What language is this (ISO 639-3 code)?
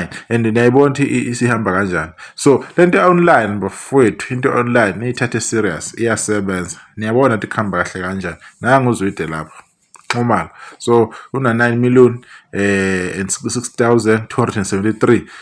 zul